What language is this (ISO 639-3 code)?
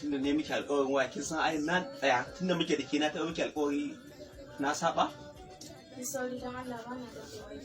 hau